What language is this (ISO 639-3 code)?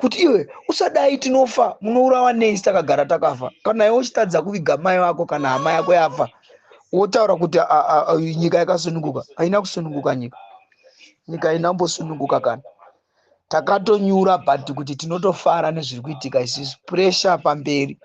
sna